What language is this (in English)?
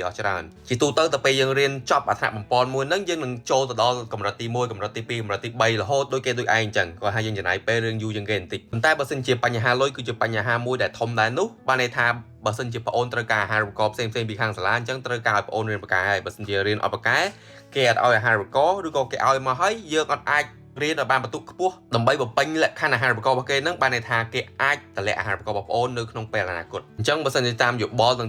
Khmer